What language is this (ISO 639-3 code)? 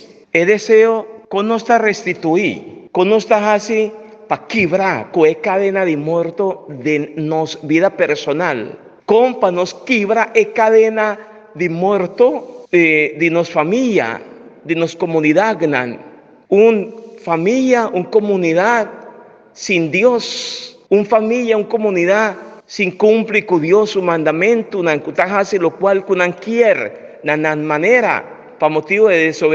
pap